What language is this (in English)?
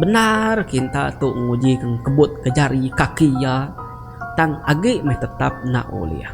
Iban